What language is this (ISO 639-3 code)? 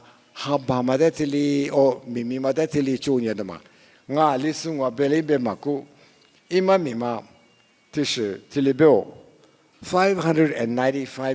lis